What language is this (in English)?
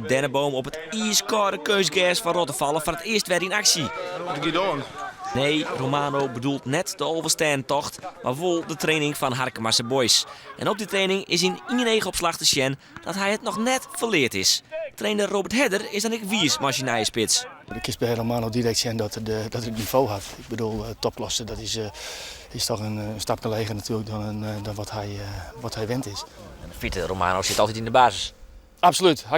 Western Frisian